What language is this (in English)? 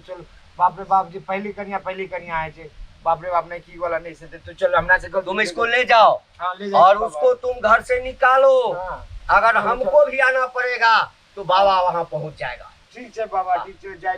Maithili